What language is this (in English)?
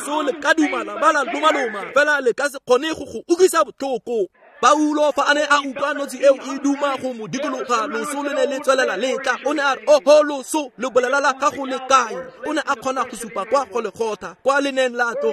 Tswana